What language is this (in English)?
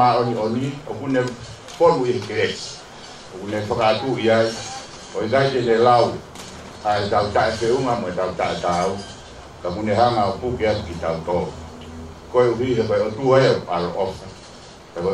Tongan